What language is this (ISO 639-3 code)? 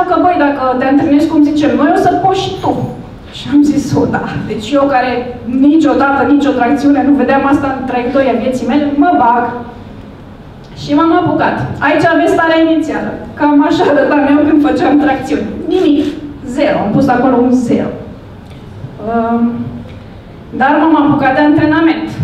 ron